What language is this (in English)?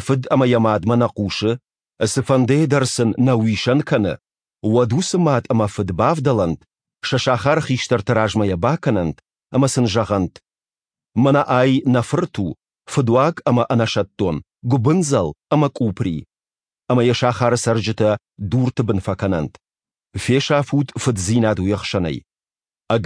Ossetic